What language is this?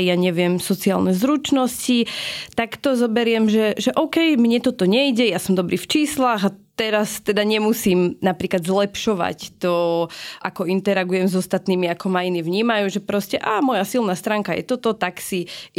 Slovak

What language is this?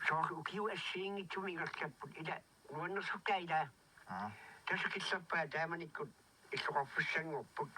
Kalaallisut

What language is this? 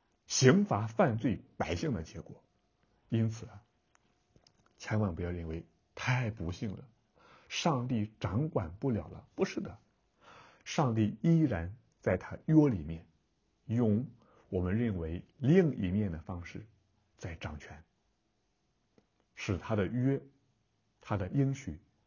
Chinese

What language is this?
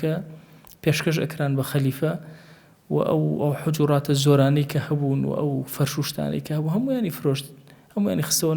Central Kurdish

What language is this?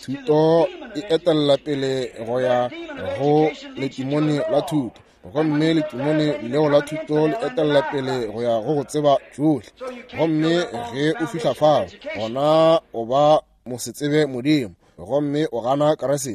Northern Sotho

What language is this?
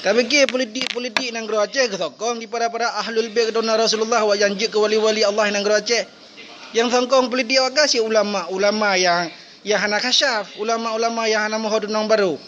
Achinese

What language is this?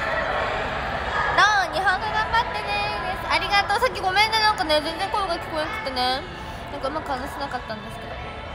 Japanese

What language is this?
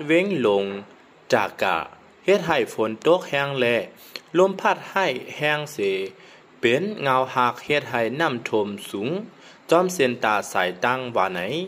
Shan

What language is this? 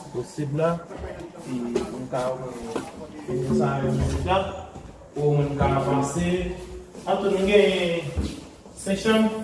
Haitian Creole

